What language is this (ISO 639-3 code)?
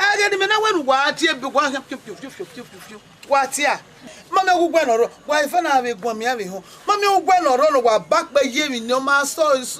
bin